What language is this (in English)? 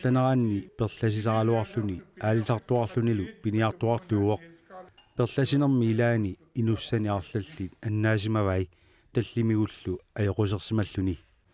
Kalaallisut